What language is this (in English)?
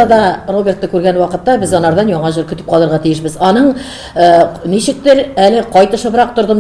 Tatar